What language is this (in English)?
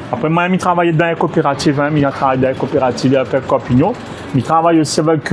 Réunion Creole French